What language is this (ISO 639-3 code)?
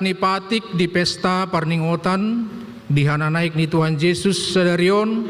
bbc